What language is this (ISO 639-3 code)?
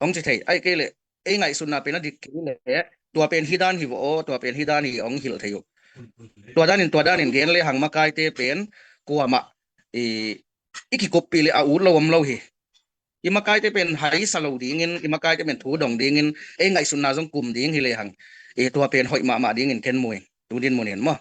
ctd